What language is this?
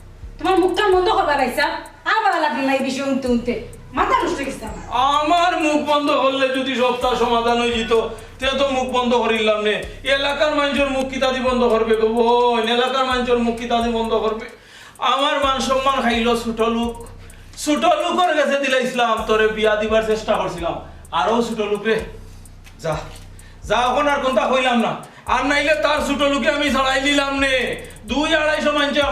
Sylheti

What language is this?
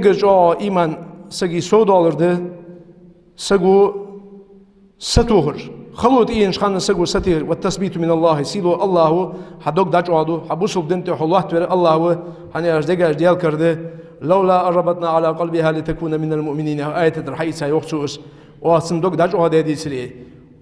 Ingush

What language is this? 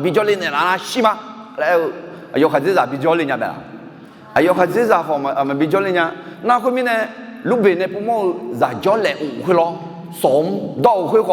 Akha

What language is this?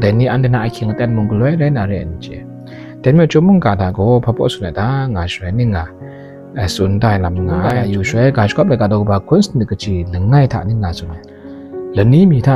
Kachin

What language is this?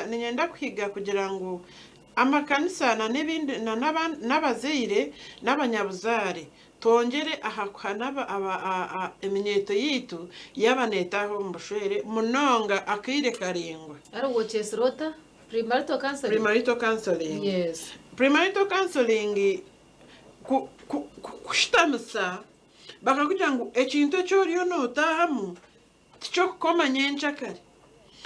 Nyankole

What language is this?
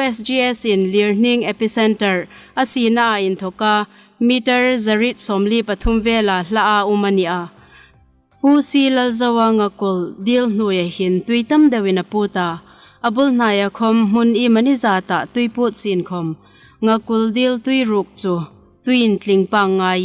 Hmar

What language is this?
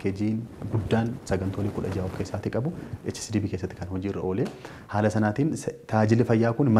Oromo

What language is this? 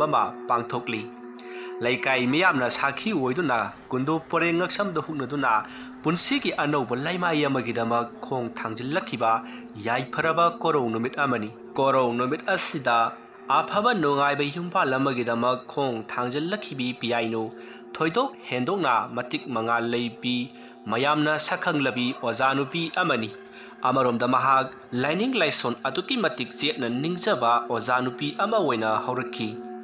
Manipuri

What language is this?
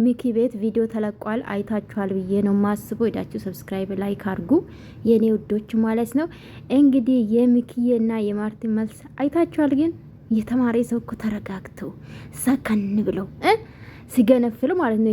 Amharic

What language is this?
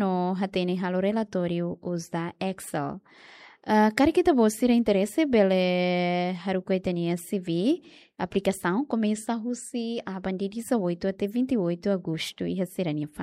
Tetum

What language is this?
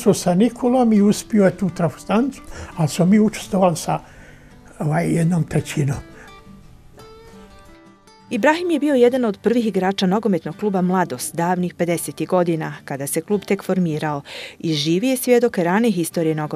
Bosnian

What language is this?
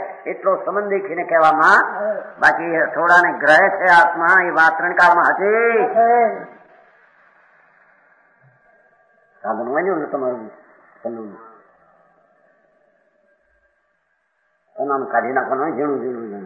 Gujarati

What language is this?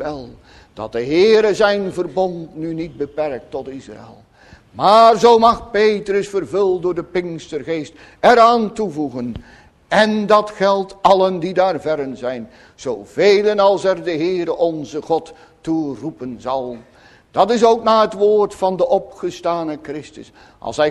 Dutch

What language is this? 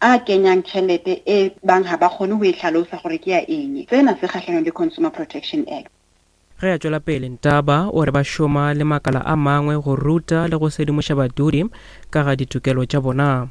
Northern Sotho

